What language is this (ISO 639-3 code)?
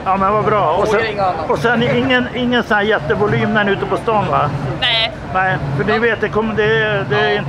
swe